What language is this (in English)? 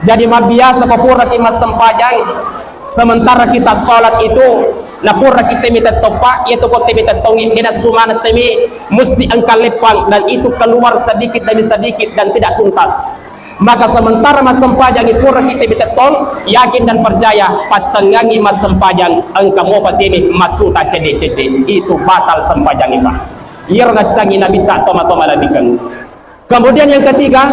Buginese